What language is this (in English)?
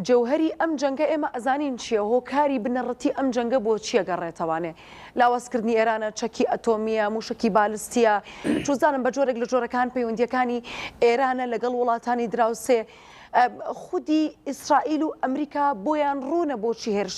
Central Kurdish